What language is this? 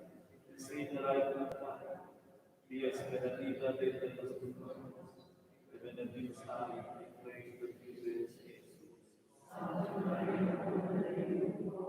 Romansh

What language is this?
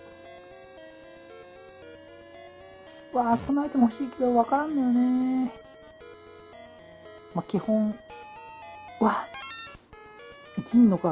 Japanese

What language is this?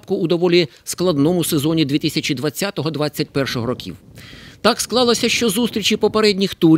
Ukrainian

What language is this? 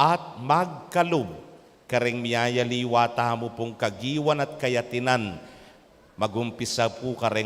Pampanga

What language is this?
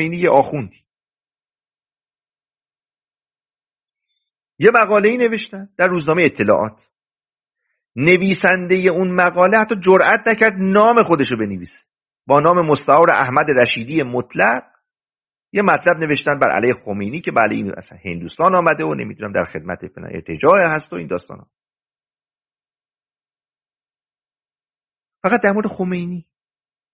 Persian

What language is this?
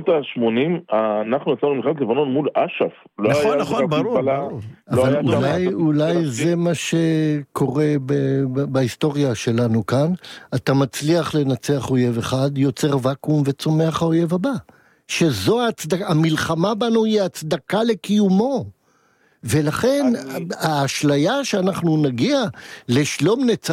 Hebrew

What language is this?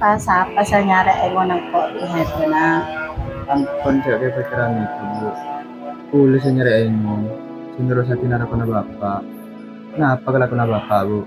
Madurese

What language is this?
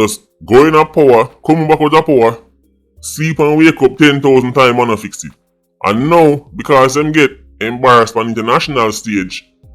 Jamaican Creole English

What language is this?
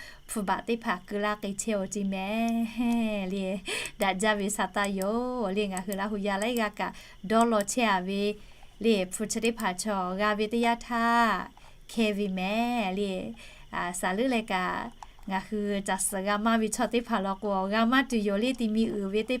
Lahu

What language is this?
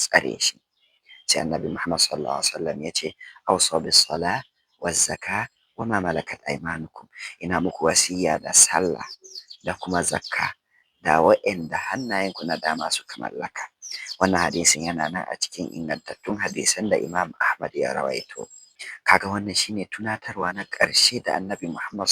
Hausa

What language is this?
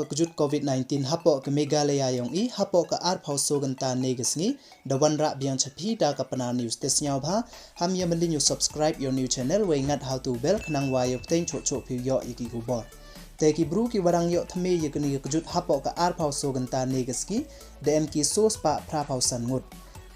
Pnar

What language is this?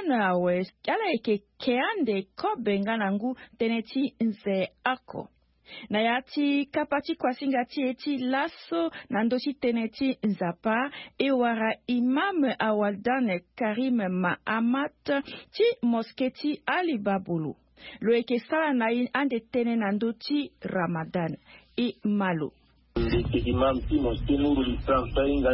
Sango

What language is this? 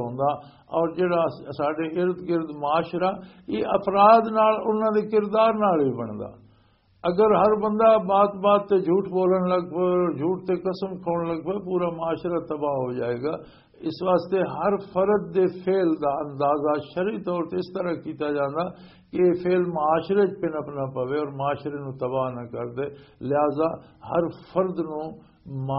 Western Panjabi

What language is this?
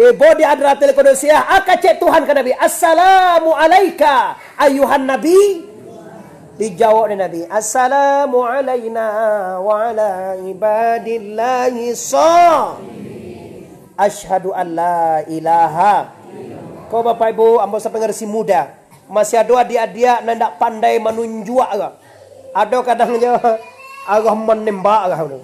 Minangkabau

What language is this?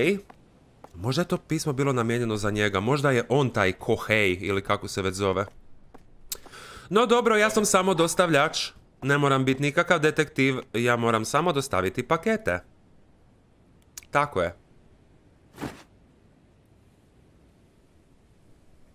Croatian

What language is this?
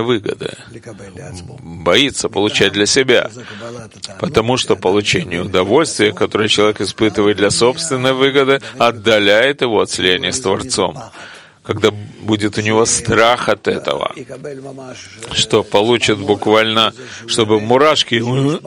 Russian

